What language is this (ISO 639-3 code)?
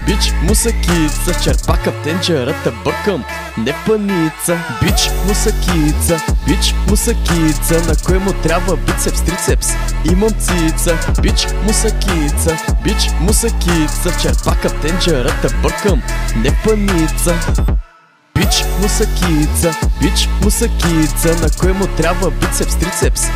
bul